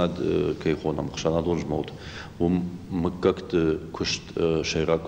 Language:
Ossetic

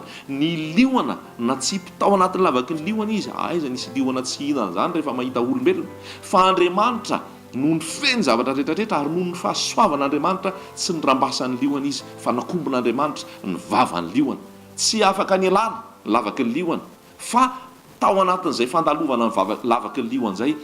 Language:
Malagasy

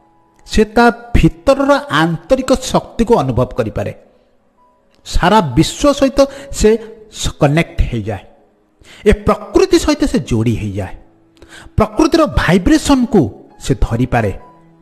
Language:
Odia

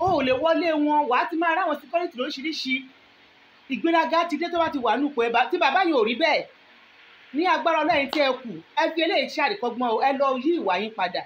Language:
Yoruba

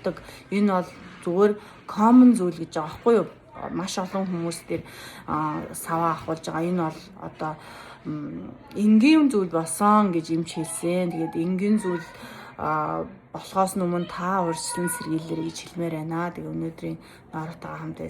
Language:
Mongolian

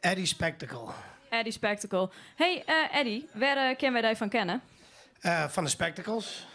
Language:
Western Frisian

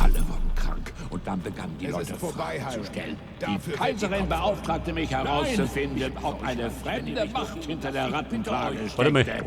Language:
Bavarian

